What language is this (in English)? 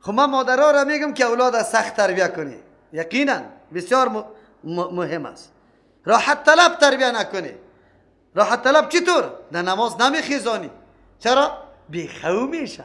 Persian